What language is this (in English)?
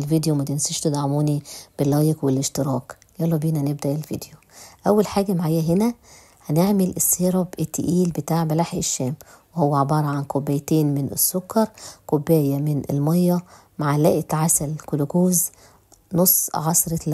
Egyptian Arabic